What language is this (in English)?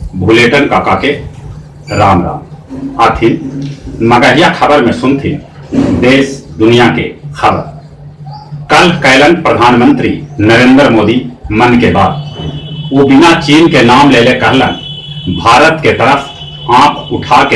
Magahi